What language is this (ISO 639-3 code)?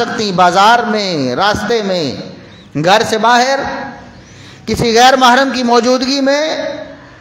urd